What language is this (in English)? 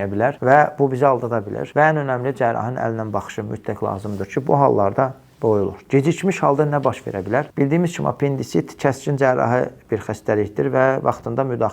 Azerbaijani